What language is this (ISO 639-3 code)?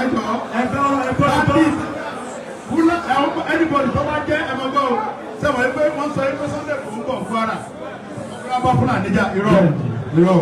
yor